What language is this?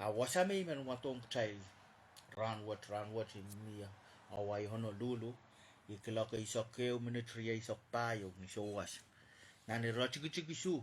Pohnpeian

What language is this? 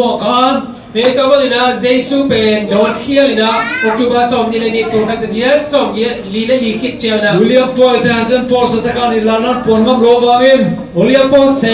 Tedim Chin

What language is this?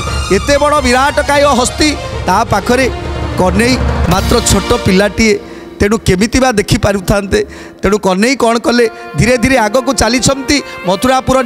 Odia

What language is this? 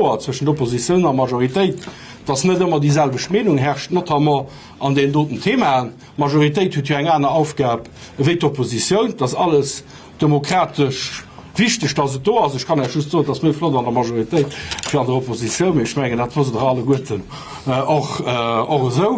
Luxembourgish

